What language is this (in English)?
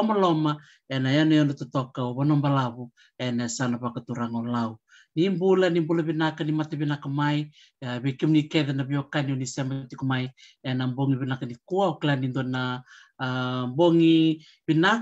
Fijian